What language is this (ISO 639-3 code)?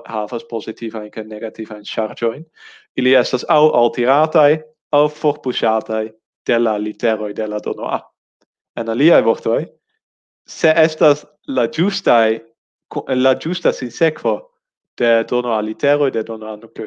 epo